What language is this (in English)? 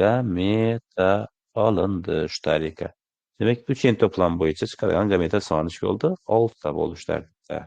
Uzbek